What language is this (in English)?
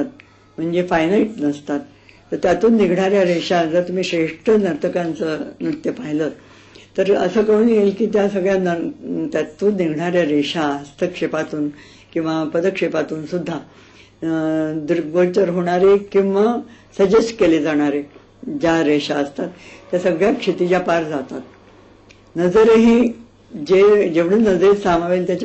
Marathi